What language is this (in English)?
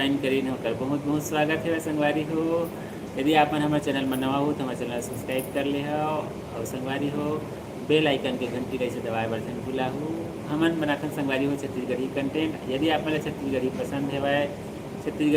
Chhattisgarhi